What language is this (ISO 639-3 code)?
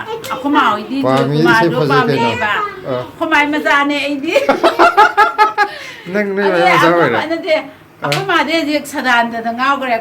mni